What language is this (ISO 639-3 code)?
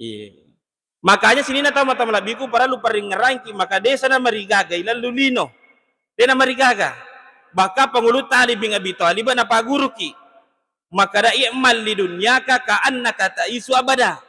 bug